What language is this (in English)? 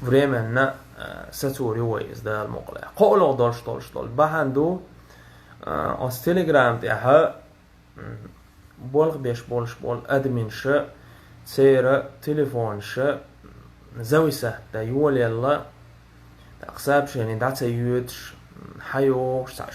Chechen